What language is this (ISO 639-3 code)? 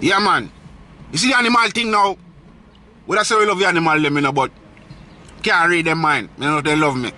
jam